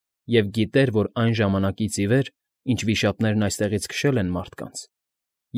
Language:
Armenian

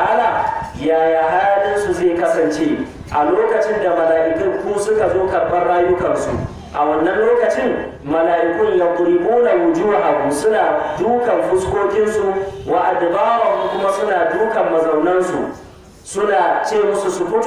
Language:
Hausa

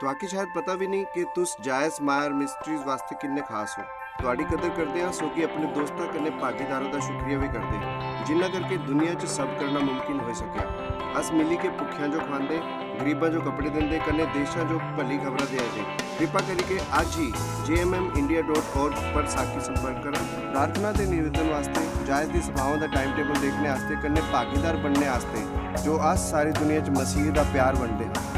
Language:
Dogri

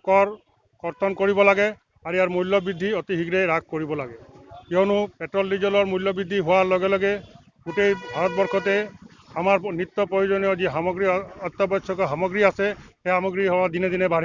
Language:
Assamese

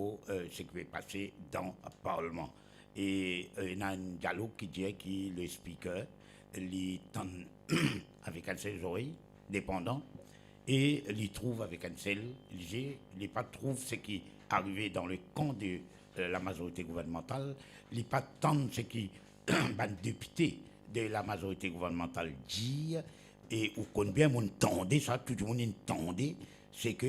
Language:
Morisyen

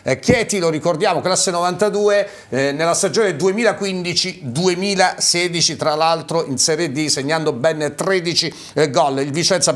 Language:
Italian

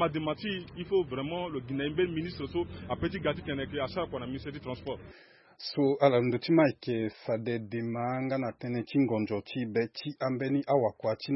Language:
Sango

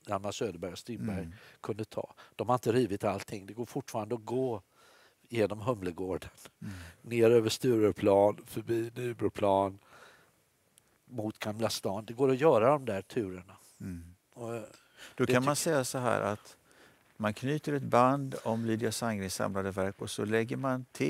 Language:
Swedish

